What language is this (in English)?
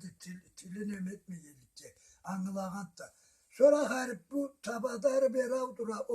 Karachay-Balkar